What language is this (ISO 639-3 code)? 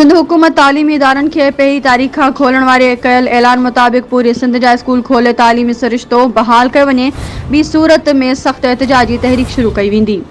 snd